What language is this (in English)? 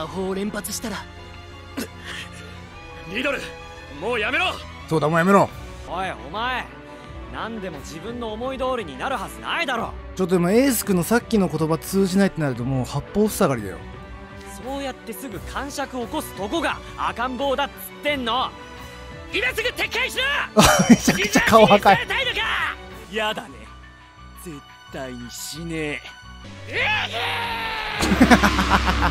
Japanese